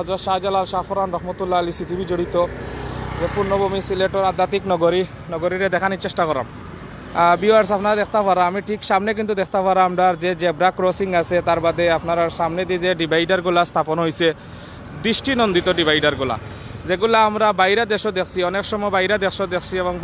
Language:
Sylheti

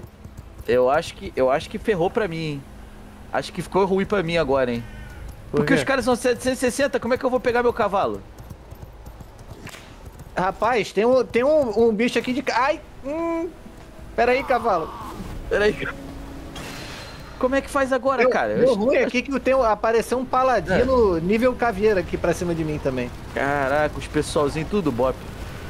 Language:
Portuguese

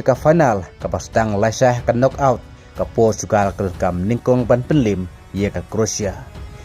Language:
Khasi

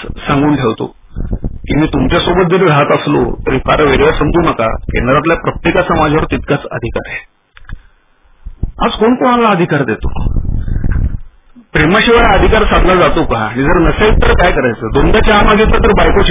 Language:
Marathi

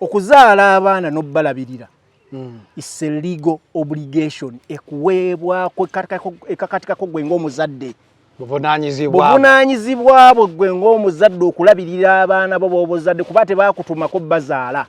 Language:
Ganda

